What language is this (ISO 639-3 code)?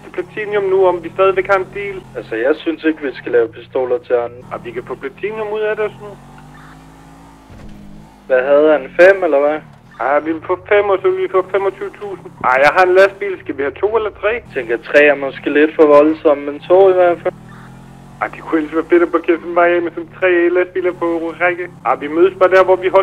dan